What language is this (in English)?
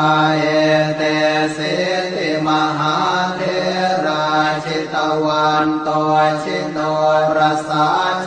Pali